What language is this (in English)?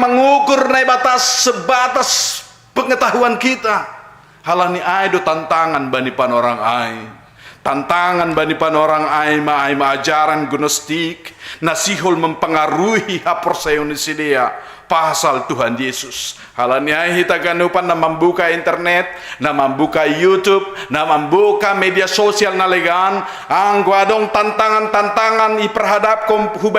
Batak Simalungun